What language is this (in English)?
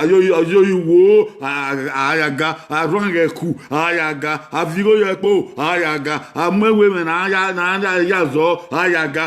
Bini